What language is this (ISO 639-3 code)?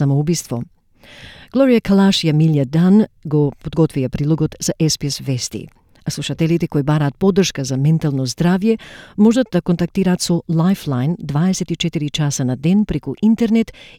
mkd